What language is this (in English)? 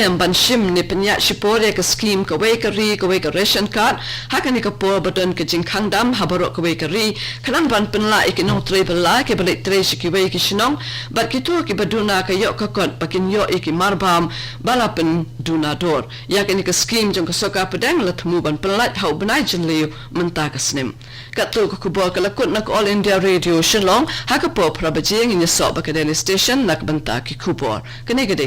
Khasi